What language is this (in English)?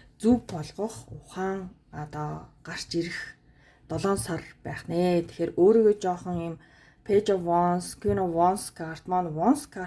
Mongolian